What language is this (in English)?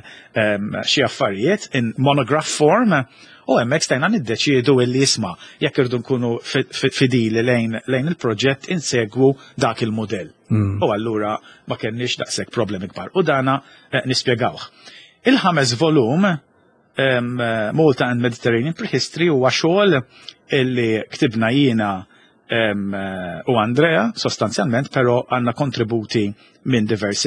Maltese